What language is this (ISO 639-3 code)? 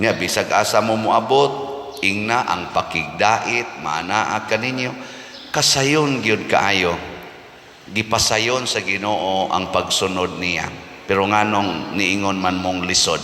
ceb